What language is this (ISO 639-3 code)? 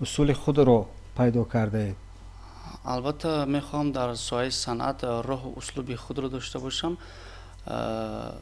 tgk